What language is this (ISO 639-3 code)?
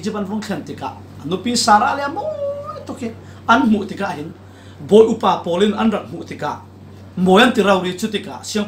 cfm